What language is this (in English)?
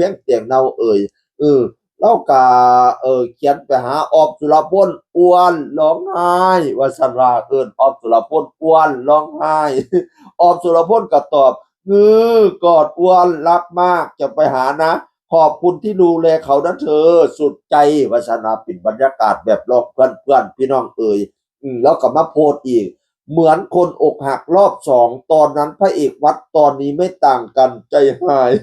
Northeastern Thai